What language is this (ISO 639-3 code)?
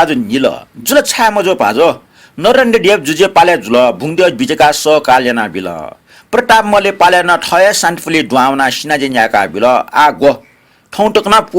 new